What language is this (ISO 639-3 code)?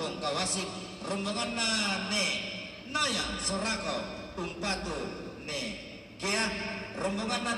sda